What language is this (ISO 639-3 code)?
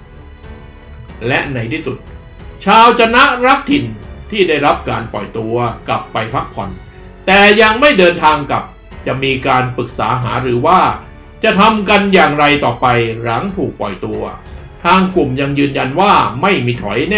tha